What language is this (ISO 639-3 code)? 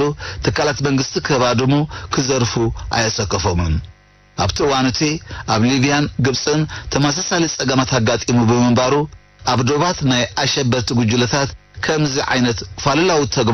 tir